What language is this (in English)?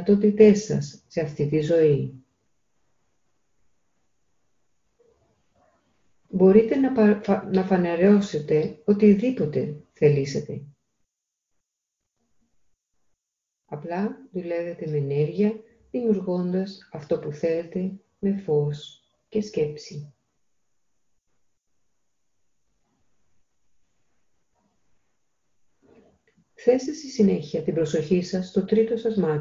Greek